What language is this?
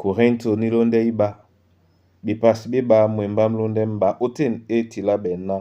Duala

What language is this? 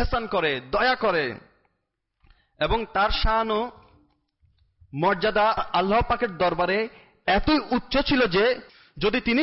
Bangla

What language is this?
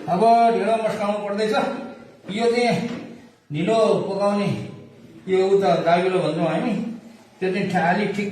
Nepali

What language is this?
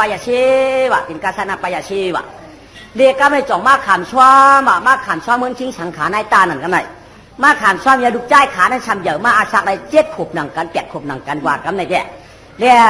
Shan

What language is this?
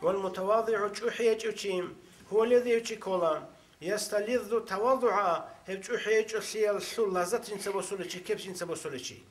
Avaric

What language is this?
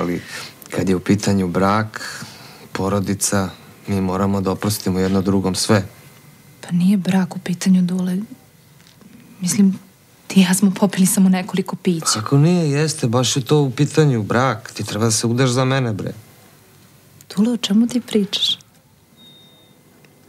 Serbian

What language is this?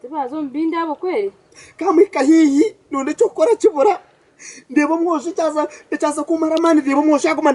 Nyankole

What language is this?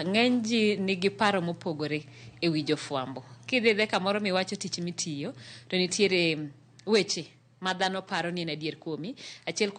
Luo (Kenya and Tanzania)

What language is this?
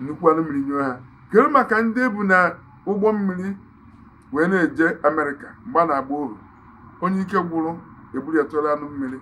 Igbo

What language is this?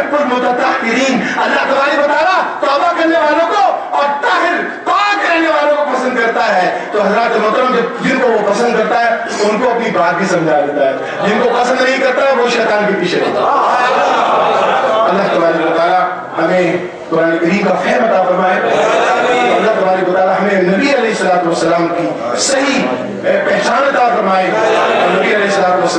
Urdu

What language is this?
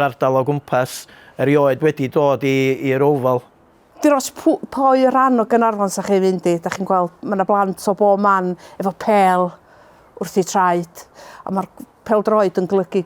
Welsh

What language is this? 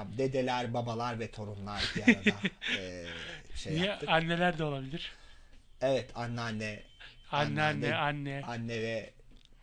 Turkish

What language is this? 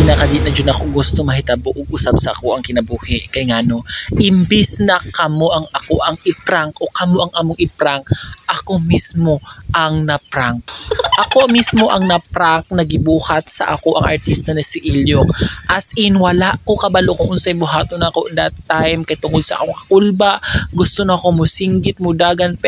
Cebuano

